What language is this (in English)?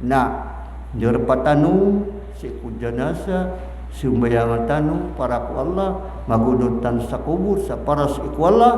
Maranao